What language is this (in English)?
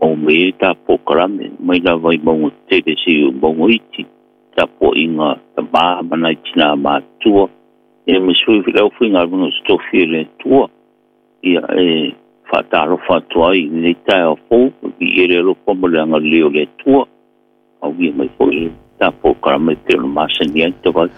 Samoan